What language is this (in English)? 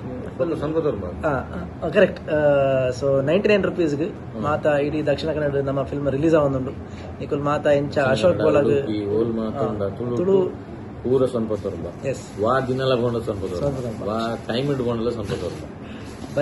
Tulu